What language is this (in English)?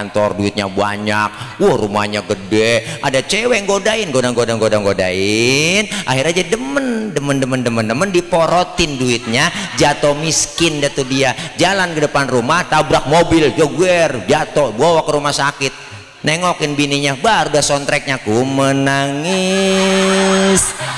Betawi